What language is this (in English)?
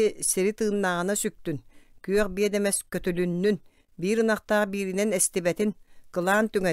Yakut